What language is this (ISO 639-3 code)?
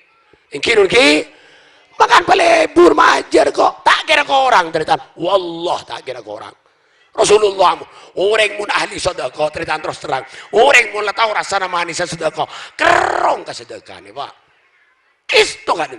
mad